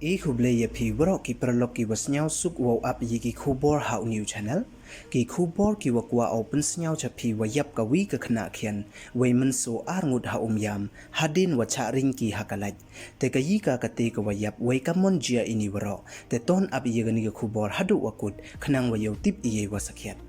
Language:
Pnar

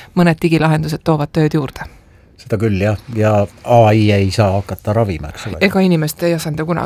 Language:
Estonian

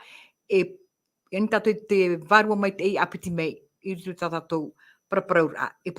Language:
Tahitian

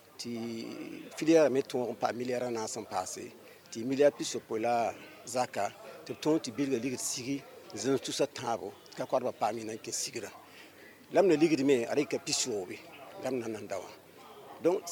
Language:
Mossi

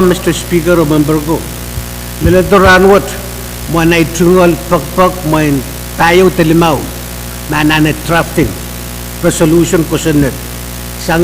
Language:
Pohnpeian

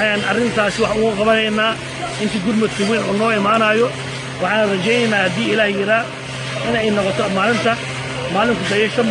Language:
Somali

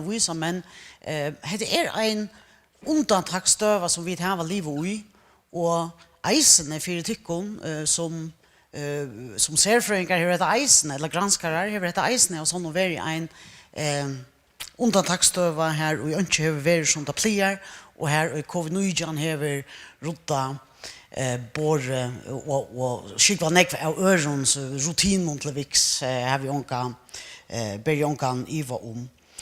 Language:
Faroese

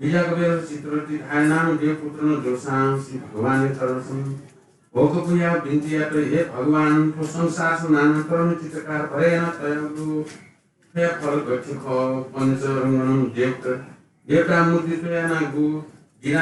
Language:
Newari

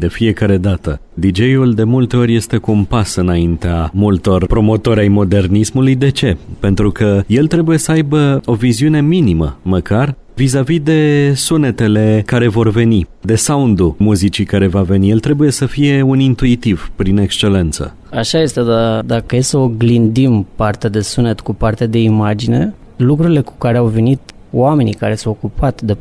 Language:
Romanian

